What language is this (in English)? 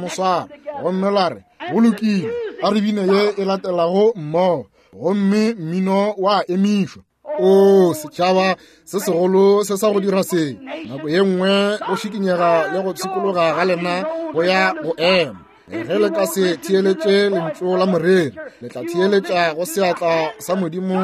Northern Sotho